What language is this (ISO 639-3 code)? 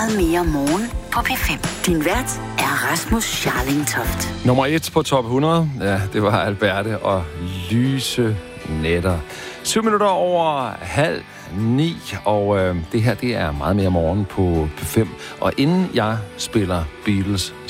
dan